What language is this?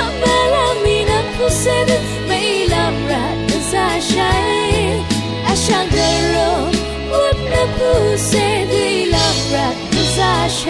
Rawang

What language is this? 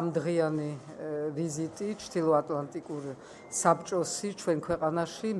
Georgian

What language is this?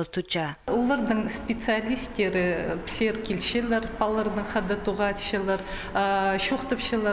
Khakas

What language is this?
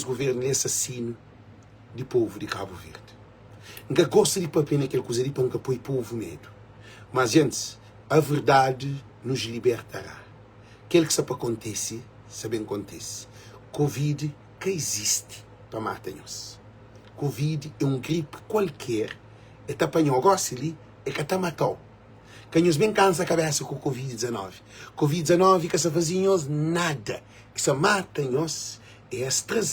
Kabuverdianu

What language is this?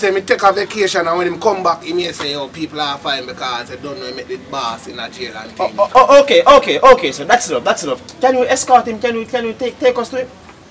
Jamaican Creole English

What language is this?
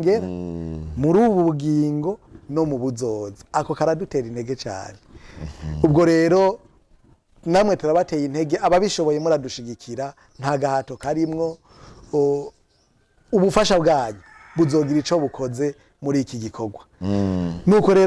Rundi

